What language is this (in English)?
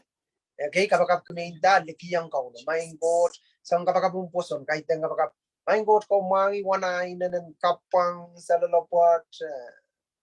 Pohnpeian